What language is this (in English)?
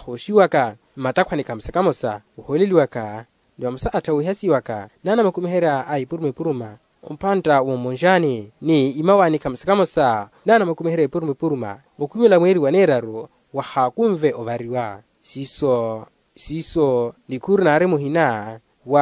Makhuwa